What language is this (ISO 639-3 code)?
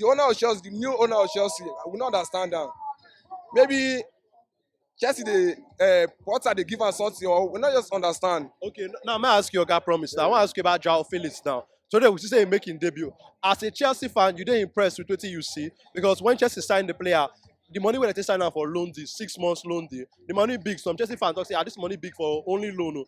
pcm